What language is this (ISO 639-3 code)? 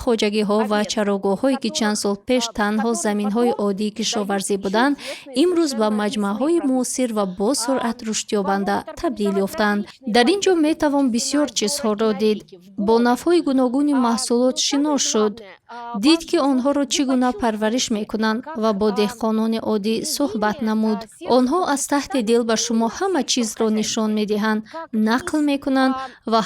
tgk